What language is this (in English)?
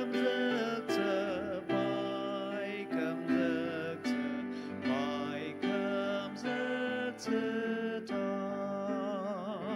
Ao Naga